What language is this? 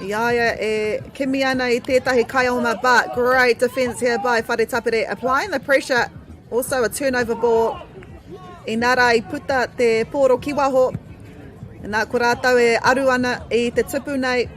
Māori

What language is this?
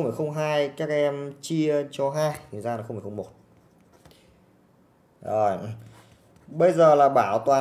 Vietnamese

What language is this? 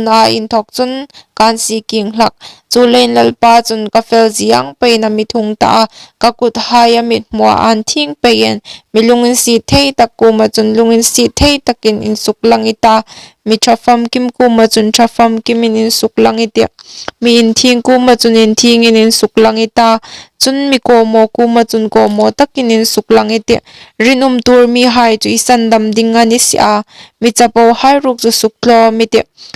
Hmar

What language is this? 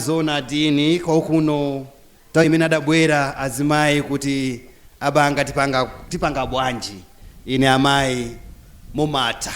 Nyanja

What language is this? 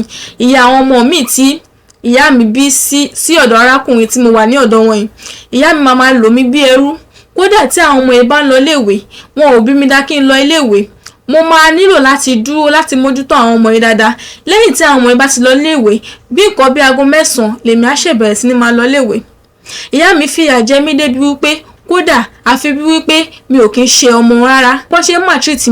Yoruba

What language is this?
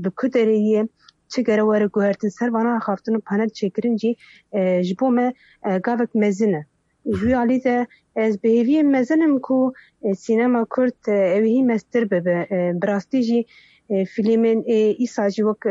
Kurdish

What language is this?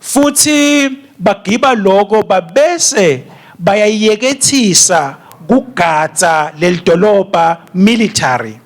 Swati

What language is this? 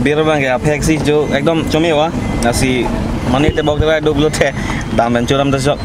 Karbi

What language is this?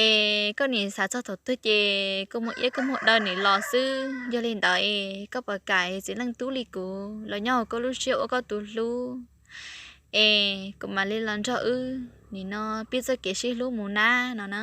Hmong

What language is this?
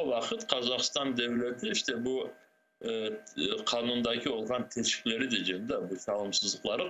Crimean Tatar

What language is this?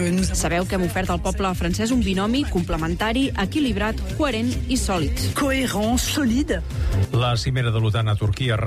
Catalan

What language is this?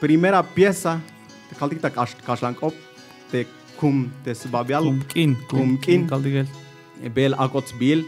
Tzeltal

